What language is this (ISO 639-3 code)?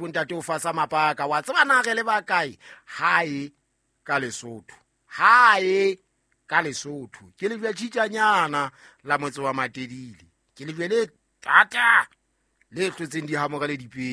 sot